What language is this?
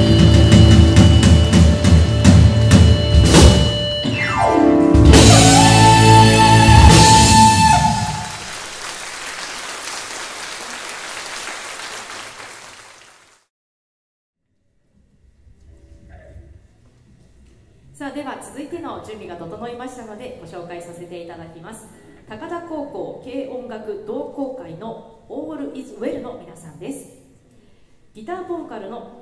Japanese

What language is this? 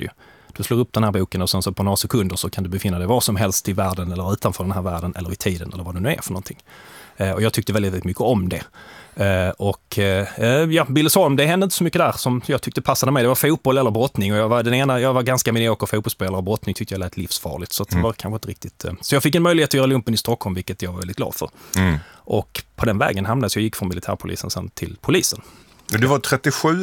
Swedish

